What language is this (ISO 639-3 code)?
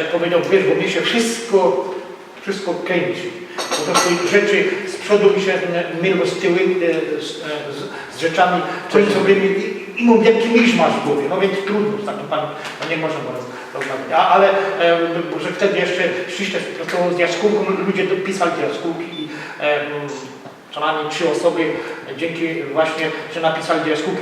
szl